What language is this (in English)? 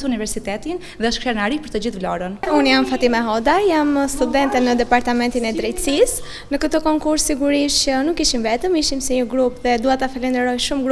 Albanian